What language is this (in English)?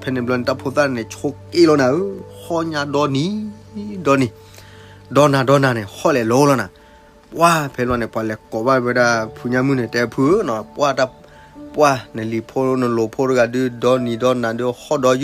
S'gaw Karen